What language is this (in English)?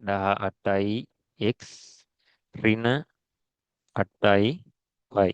Sinhala